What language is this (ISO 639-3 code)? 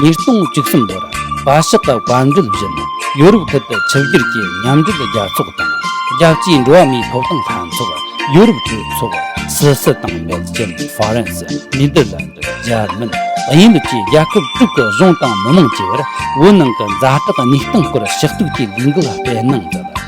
bod